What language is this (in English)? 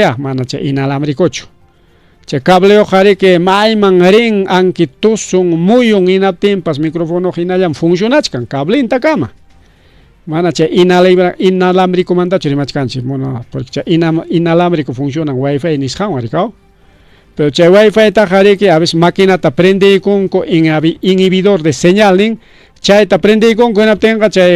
Ayacucho Quechua